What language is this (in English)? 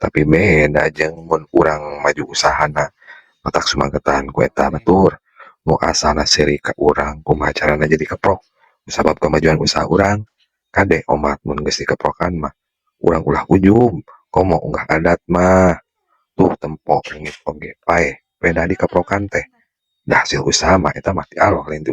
Sundanese